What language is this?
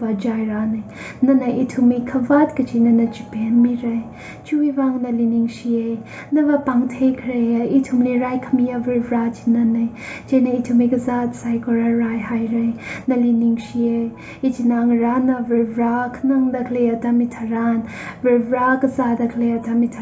Tangkhul Naga (India)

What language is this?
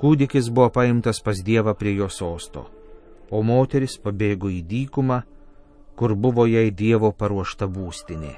Lithuanian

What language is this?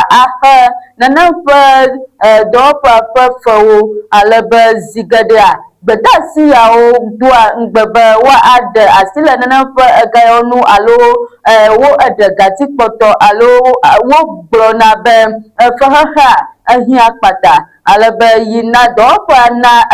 Ewe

